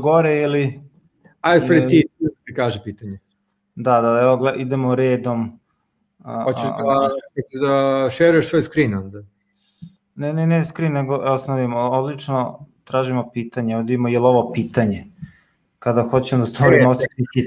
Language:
Serbian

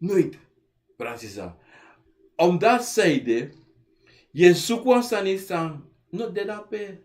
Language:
Sranan Tongo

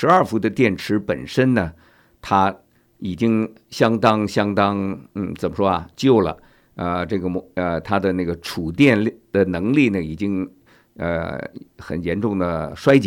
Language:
Chinese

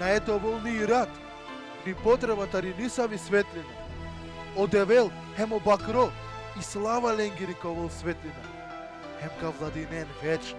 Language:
Balkan Romani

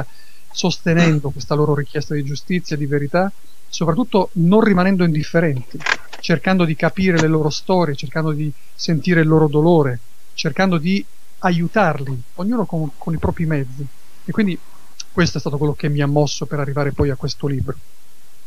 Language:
Italian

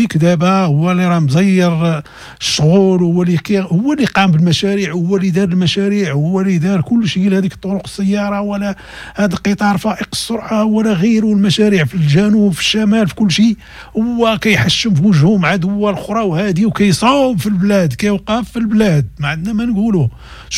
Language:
Moroccan Arabic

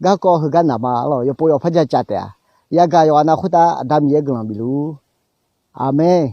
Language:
Akha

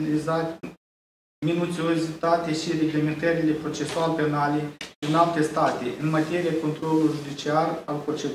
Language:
Romanian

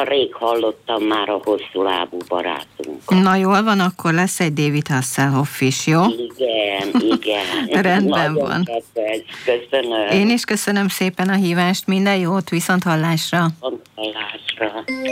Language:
Hungarian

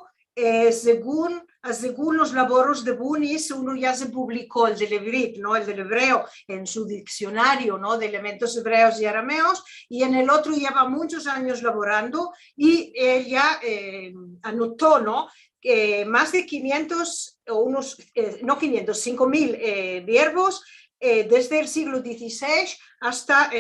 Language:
Ladino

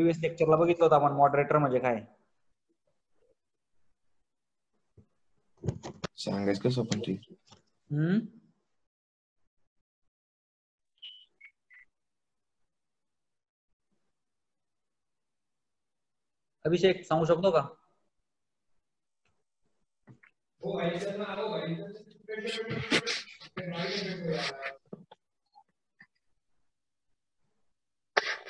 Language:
Marathi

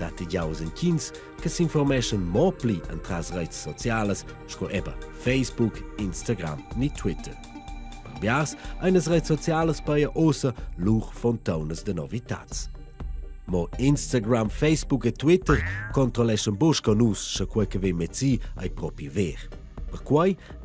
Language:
Romansh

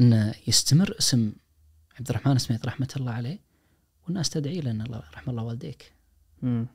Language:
Najdi Arabic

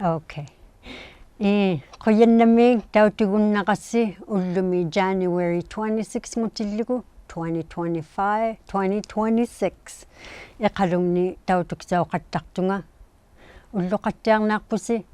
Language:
Inuktitut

